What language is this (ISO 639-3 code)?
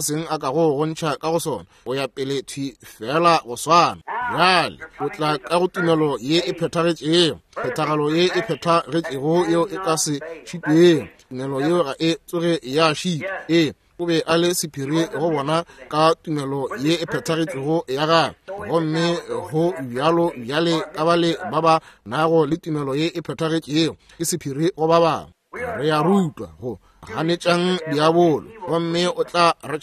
nso